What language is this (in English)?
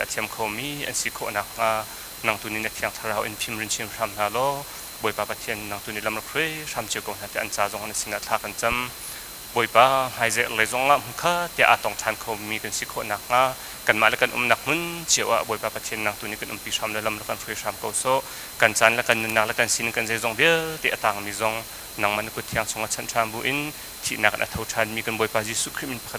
Hakha Chin